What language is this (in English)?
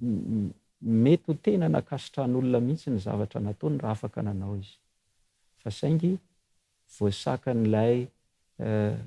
Malagasy